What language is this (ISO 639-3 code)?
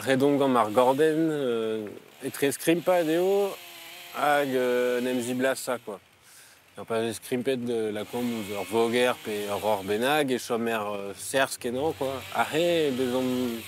bre